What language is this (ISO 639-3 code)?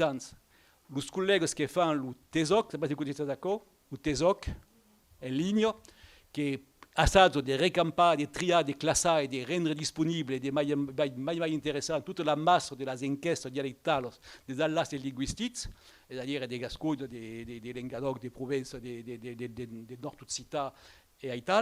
oci